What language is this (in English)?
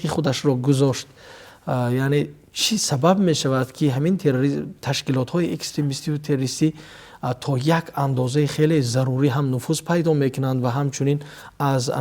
Tajik